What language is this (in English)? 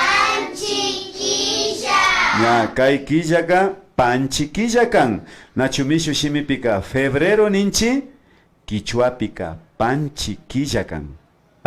Imbabura Highland Quichua